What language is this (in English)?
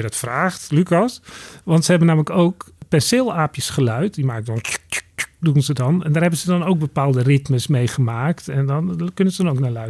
Dutch